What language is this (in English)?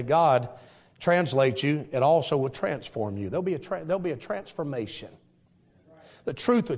English